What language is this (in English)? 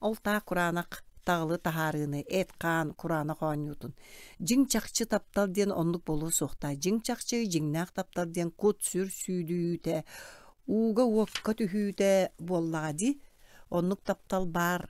Yakut